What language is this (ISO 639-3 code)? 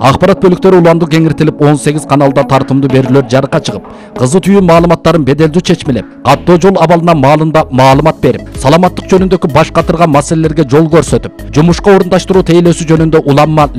kir